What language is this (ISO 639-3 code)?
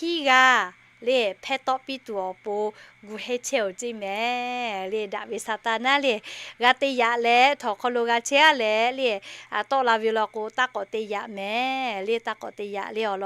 lhu